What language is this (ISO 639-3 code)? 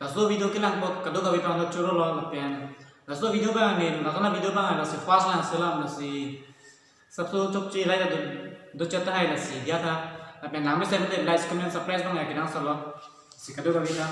mjw